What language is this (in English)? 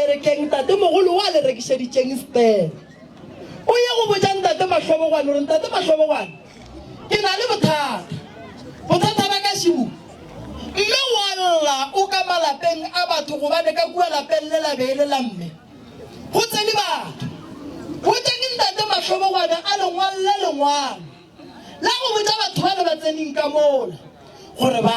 Northern Sotho